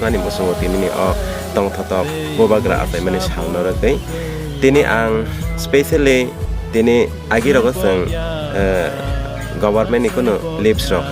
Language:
Kok Borok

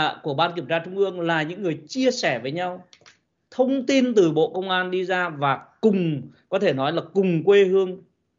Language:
Vietnamese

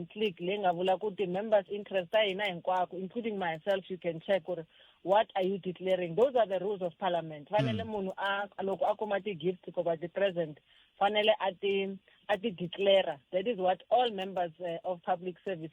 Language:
Tsonga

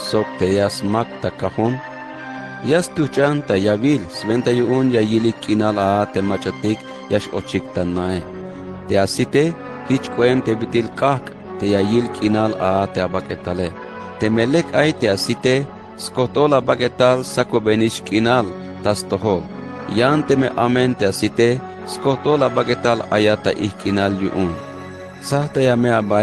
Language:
Tzeltal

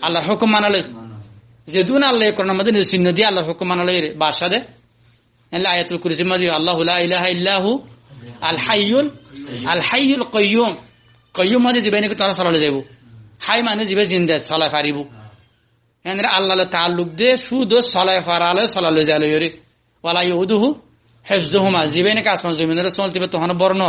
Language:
Rohingya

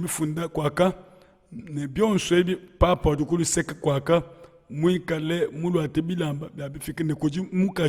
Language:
Luba-Lulua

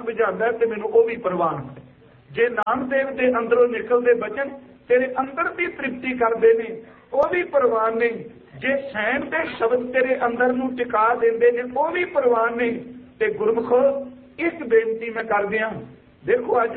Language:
Punjabi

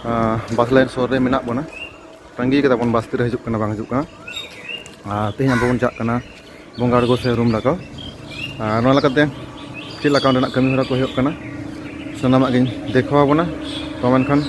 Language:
Santali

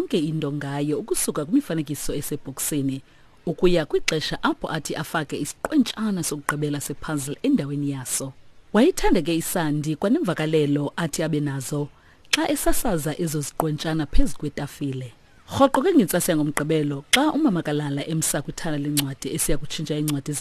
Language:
Xhosa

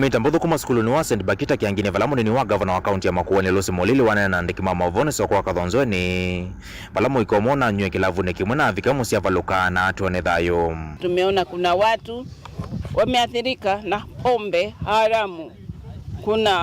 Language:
Kamba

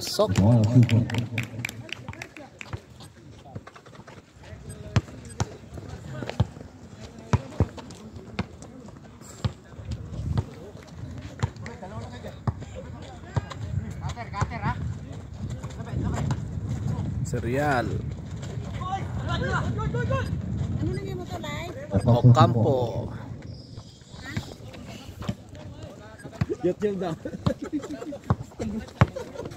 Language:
Filipino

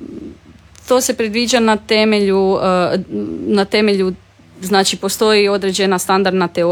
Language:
Croatian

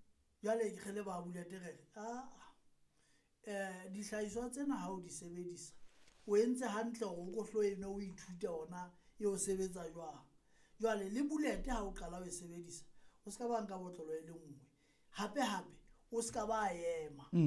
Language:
Southern Sotho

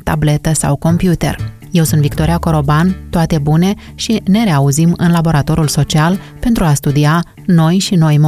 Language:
Romanian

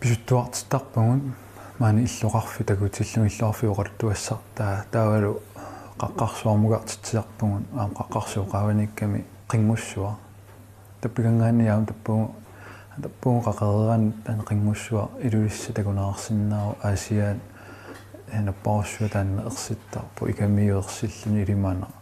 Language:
Kalaallisut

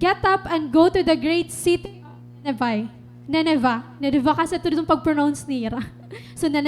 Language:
Waray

